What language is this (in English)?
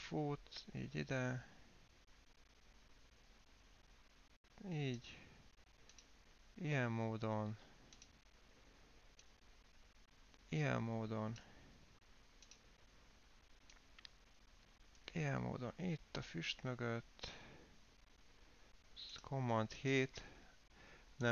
Hungarian